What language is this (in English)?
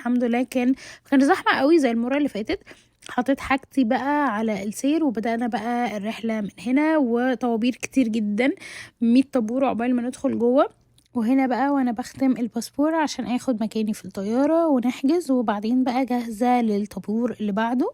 Egyptian Arabic